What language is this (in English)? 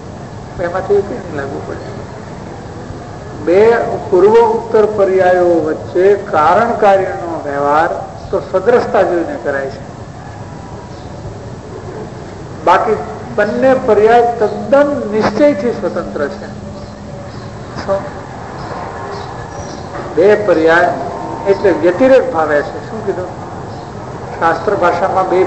Gujarati